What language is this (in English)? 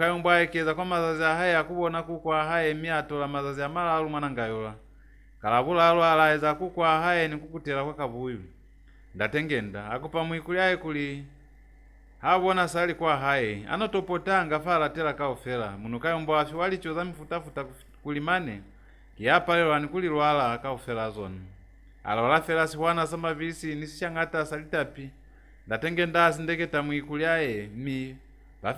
Lozi